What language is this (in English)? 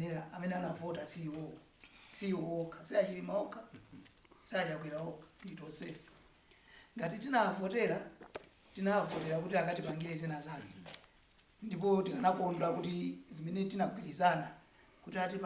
Nyanja